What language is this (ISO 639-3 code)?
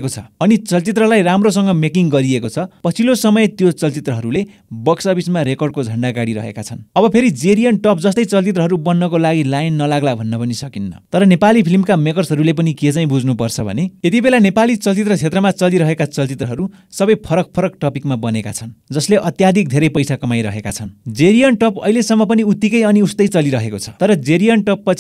nep